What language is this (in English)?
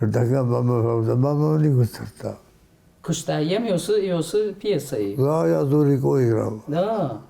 Ossetic